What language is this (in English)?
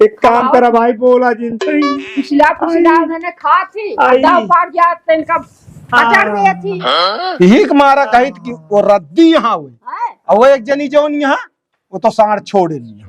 Awadhi